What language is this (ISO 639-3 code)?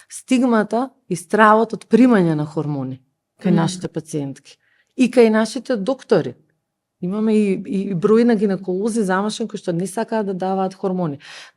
mkd